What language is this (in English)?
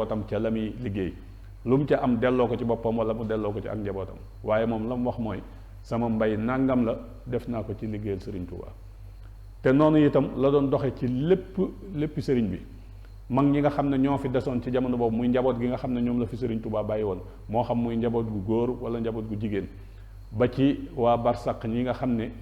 Wolof